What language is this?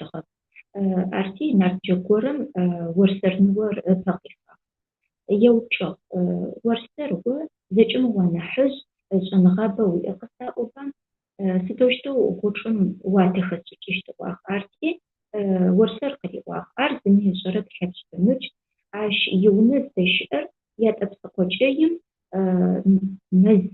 Adyghe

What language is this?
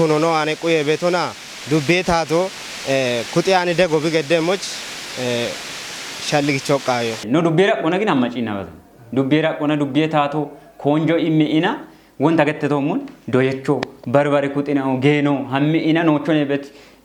Kafa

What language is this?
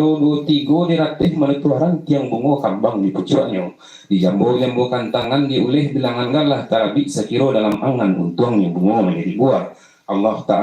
Minangkabau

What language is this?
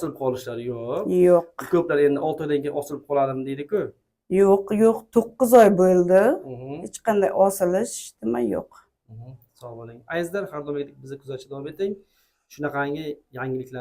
Uzbek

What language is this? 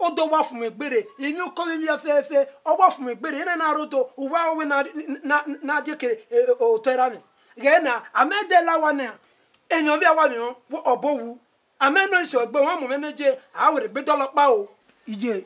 Bini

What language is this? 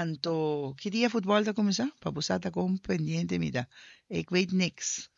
Papiamento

